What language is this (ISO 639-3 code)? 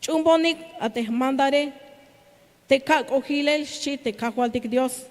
tzh